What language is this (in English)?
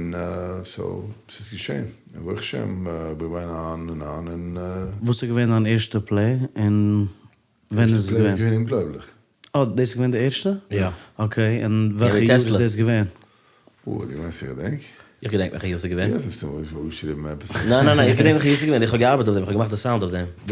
Yiddish